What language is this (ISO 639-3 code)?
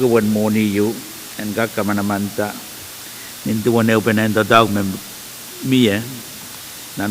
pon